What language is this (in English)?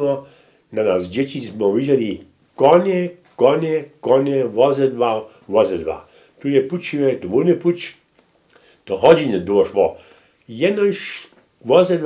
Upper Sorbian